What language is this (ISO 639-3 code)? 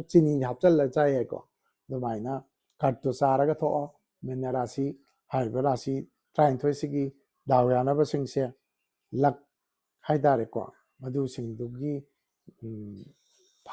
mni